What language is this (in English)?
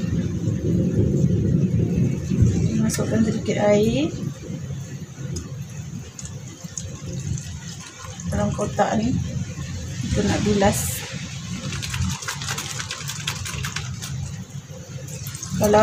Malay